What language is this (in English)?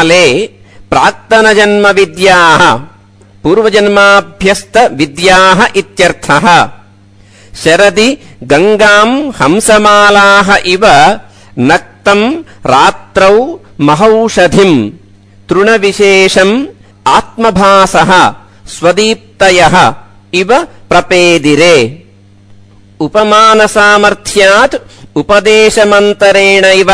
Sanskrit